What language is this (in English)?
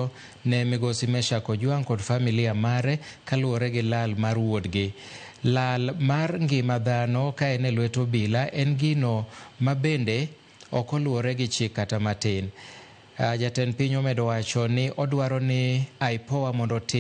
Luo (Kenya and Tanzania)